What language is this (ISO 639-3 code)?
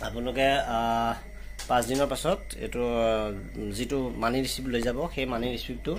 asm